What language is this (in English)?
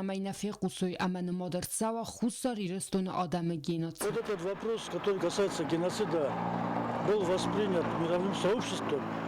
Ossetic